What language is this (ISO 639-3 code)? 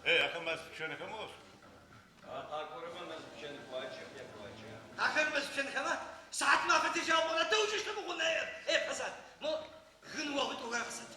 ady